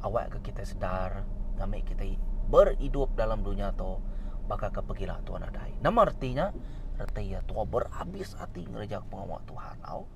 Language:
Iban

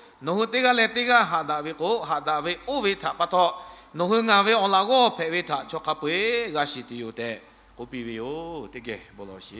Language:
Lahu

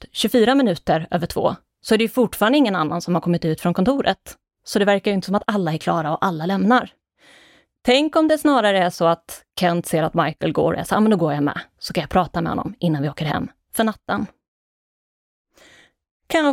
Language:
Swedish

